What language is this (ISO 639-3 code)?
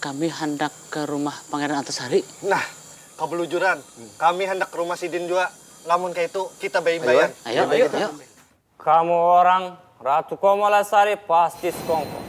bjn